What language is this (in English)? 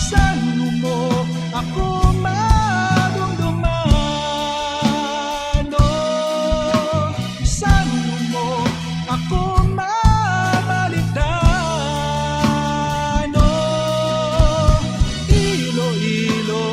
Hiligaynon